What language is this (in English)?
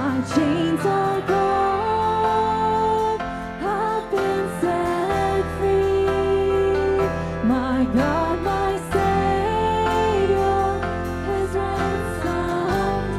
Plautdietsch